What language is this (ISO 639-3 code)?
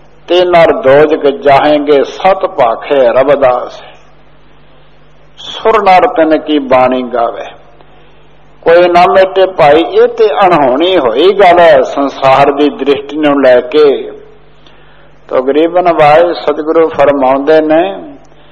pan